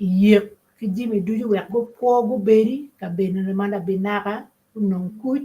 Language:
Acoli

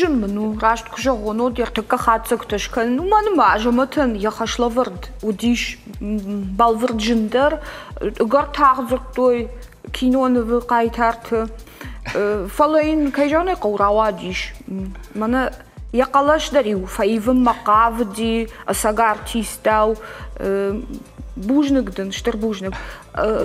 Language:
Ossetic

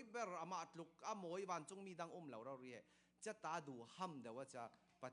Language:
Falam Chin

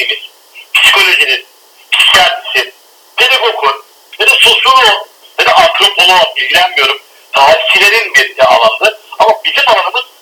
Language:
Turkish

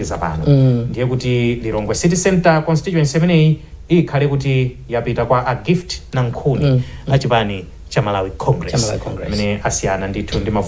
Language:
Nyanja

